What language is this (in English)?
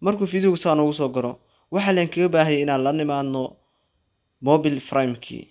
Somali